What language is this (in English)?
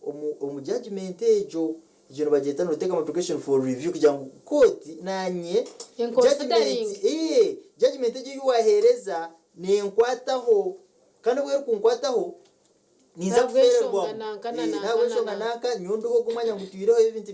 Nyankole